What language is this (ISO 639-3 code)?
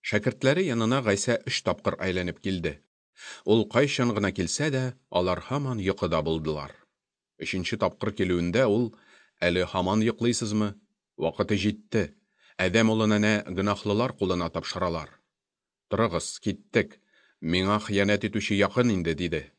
tat